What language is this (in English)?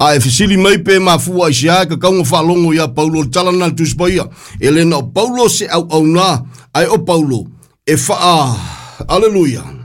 Samoan